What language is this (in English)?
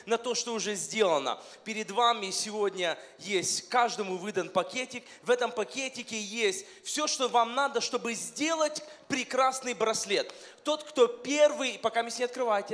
Russian